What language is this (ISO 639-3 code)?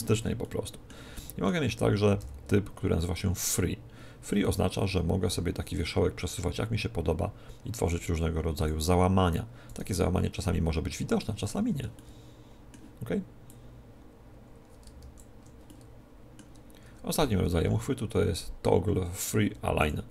pol